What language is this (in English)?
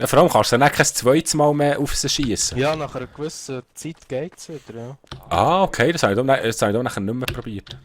Swiss German